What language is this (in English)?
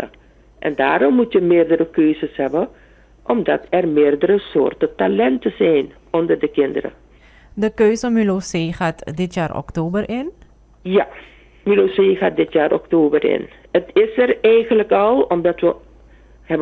Dutch